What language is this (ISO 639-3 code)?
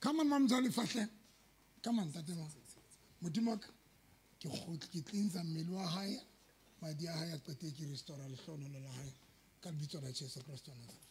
sot